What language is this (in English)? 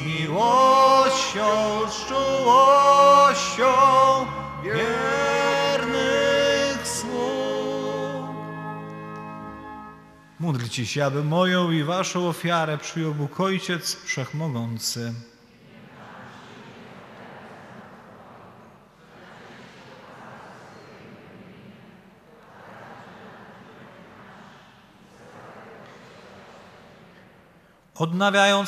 Polish